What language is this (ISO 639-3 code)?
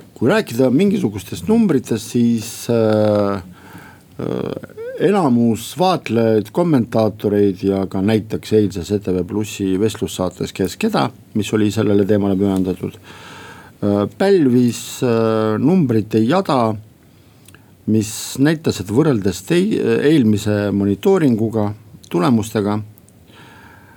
est